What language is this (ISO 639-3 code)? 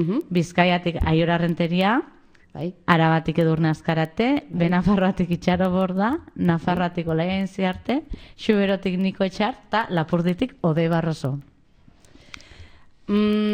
eus